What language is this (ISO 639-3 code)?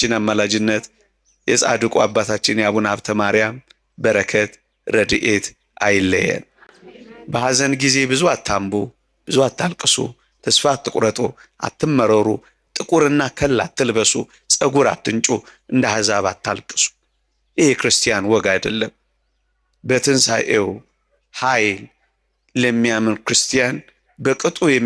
amh